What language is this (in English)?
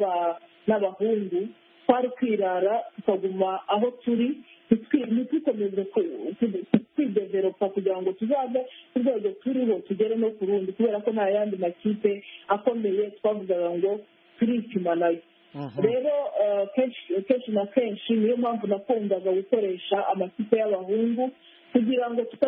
Kinyarwanda